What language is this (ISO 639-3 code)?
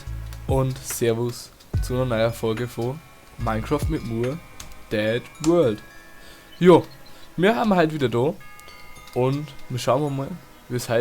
bar